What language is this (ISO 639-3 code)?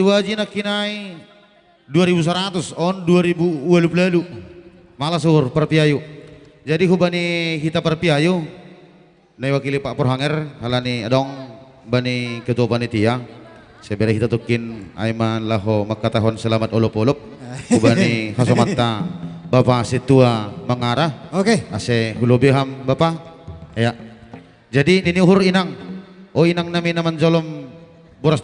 bts